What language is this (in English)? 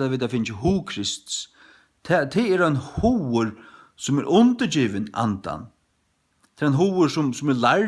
Faroese